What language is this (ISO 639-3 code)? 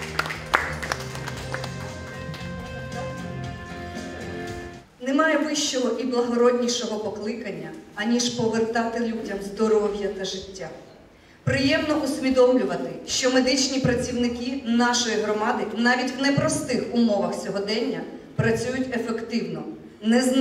ukr